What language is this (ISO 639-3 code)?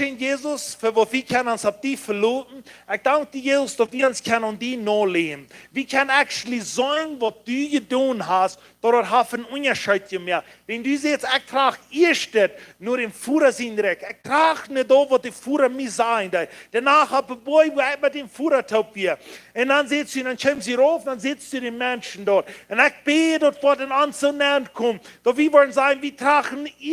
pdt